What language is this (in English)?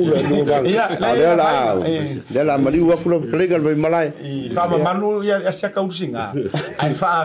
Samoan